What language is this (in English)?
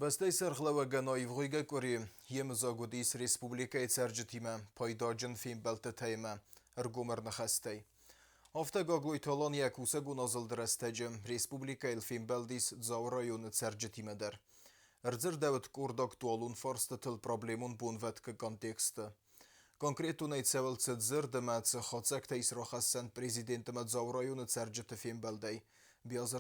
Ossetic